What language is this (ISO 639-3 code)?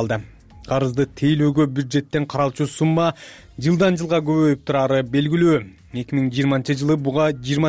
kir